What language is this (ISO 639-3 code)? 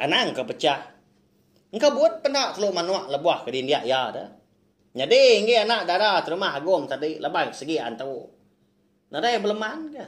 iba